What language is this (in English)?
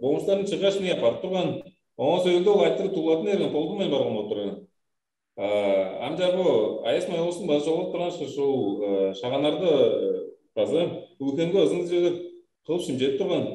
Tuvinian